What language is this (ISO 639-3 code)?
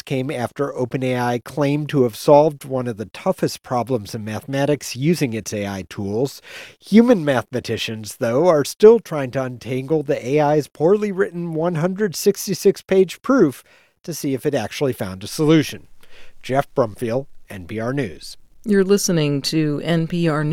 eng